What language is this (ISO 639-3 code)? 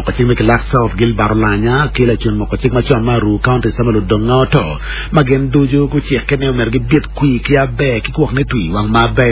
ach